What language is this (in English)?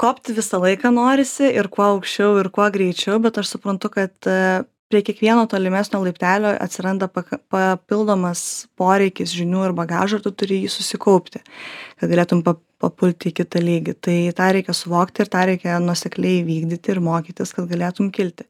Lithuanian